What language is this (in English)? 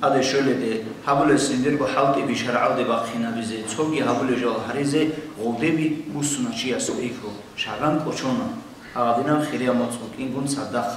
Avaric